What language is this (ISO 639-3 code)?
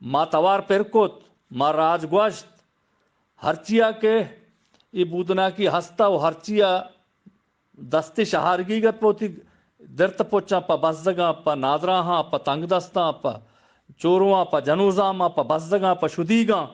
bgp